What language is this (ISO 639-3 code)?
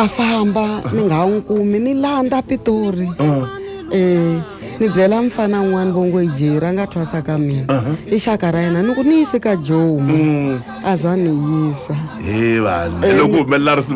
tso